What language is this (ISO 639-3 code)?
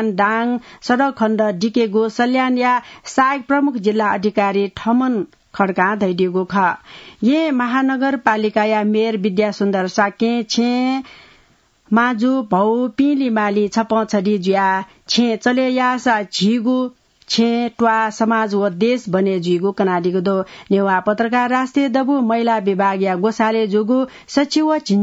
new